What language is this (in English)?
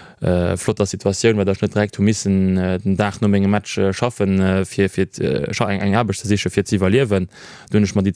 Luxembourgish